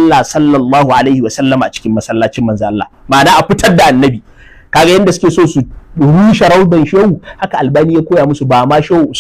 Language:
Hausa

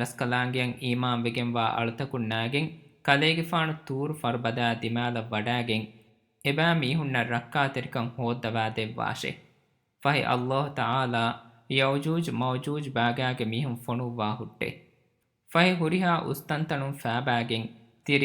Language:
Divehi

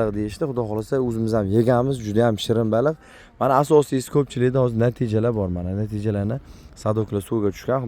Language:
Uzbek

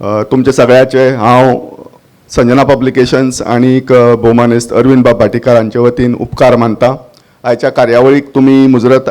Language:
Konkani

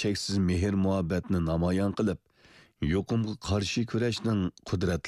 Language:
Uyghur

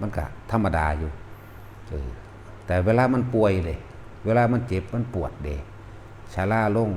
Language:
Northeastern Thai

